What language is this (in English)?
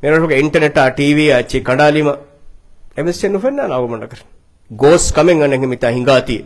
Divehi